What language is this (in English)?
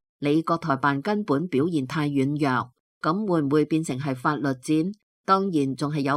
Cantonese